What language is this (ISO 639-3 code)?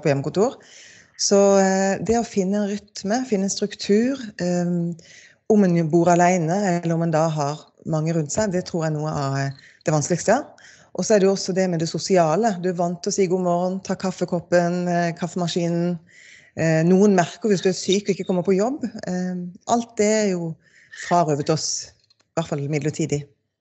nor